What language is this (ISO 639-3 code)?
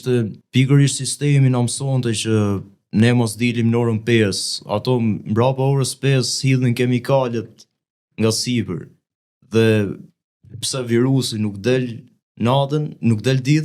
sqi